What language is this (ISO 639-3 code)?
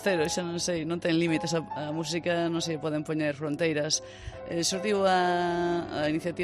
glg